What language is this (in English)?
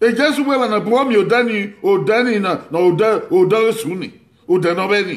Bini